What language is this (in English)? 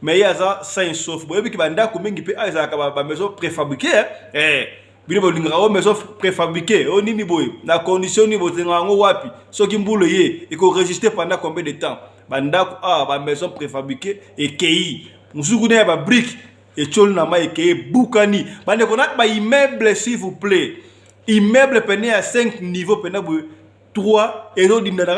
Lingala